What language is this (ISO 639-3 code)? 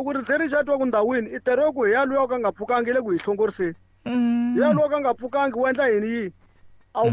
tso